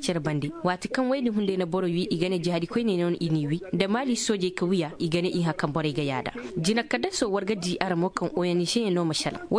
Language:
Koyraboro Senni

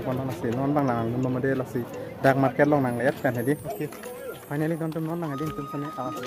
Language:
Karbi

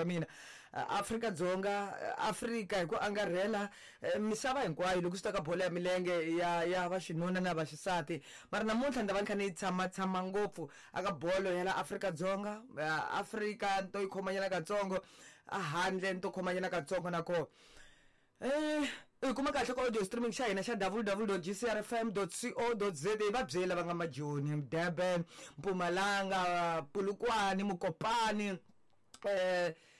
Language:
Tsonga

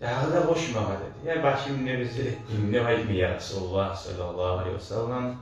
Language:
Kumyk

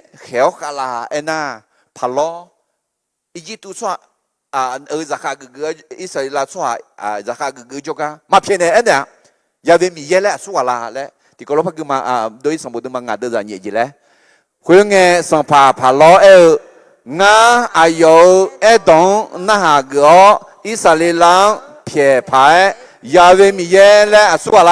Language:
Akha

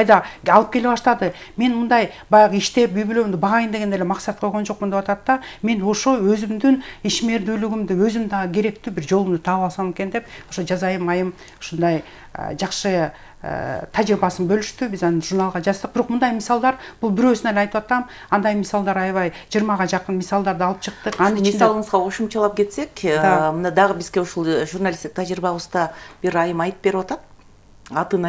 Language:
Kyrgyz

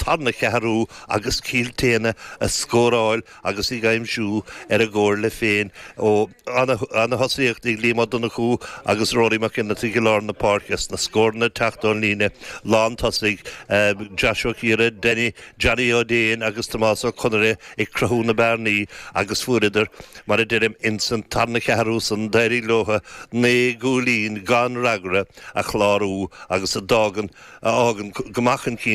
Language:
Irish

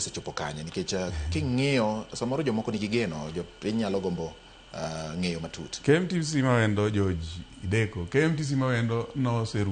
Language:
Luo (Kenya and Tanzania)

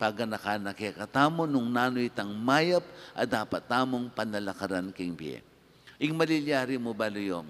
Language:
Pampanga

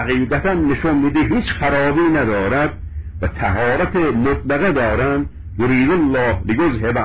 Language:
Persian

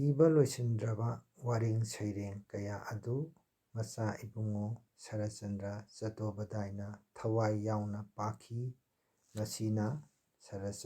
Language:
Manipuri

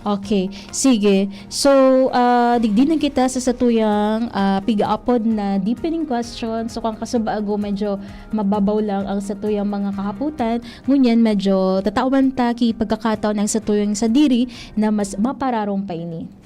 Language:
Bikol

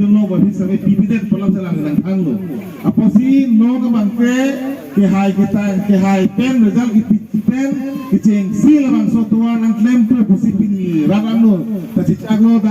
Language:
Karbi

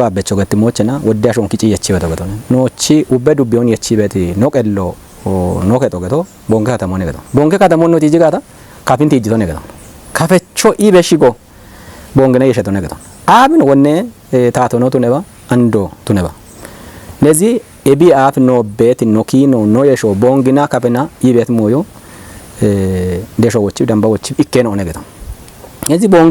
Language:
Kafa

